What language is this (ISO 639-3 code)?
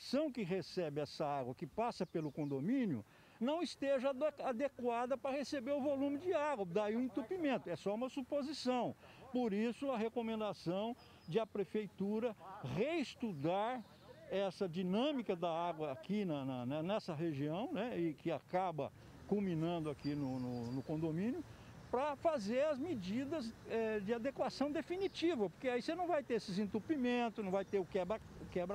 por